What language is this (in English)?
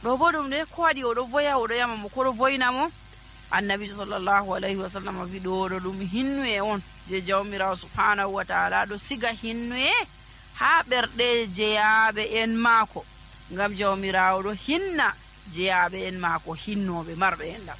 Nigerian Fulfulde